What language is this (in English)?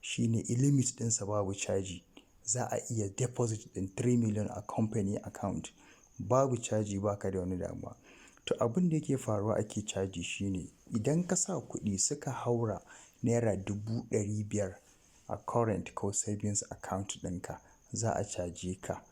Hausa